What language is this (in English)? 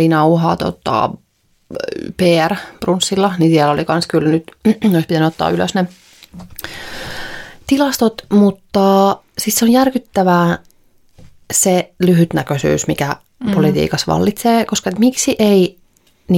Finnish